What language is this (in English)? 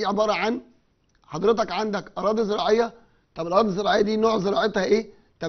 Egyptian Arabic